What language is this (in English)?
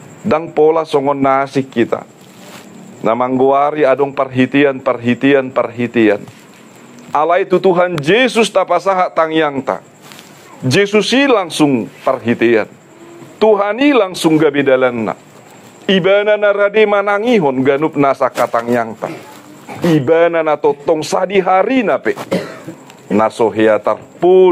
Batak Toba